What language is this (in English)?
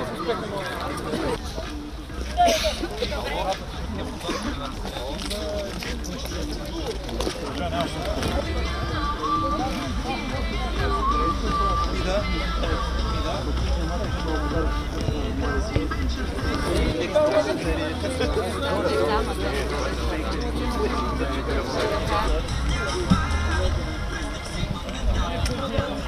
Bulgarian